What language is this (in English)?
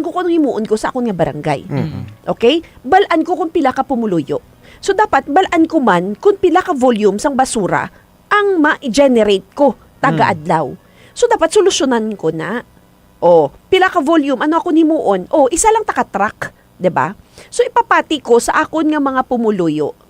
Hiligaynon